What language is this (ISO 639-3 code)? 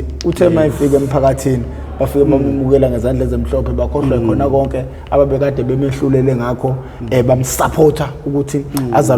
zul